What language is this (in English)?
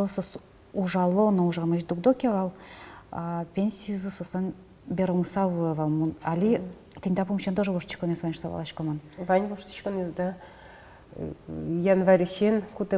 Udmurt